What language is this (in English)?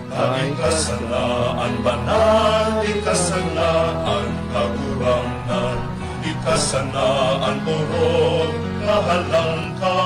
Bikol